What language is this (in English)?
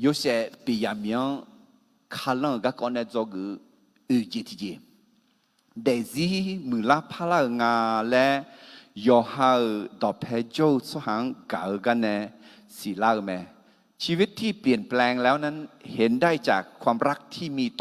Akha